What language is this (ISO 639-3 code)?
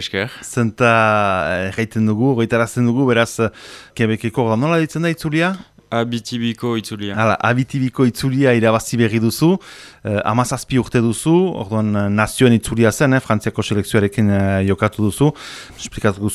eus